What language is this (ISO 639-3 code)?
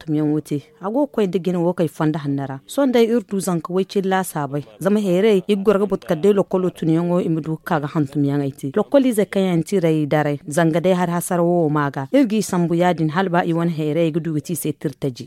dje